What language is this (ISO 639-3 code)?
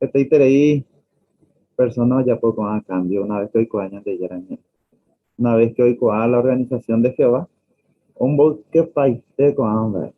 grn